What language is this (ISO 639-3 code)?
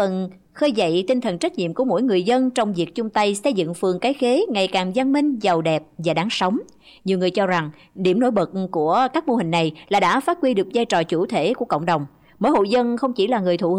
vie